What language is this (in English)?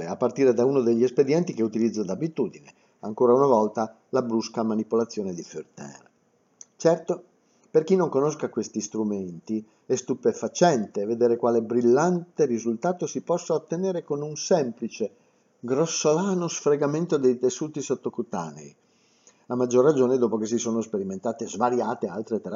Italian